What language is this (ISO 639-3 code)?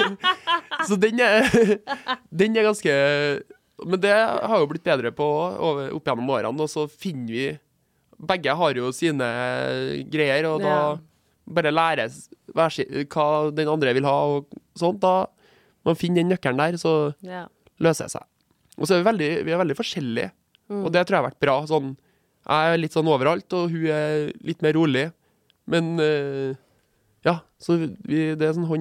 nor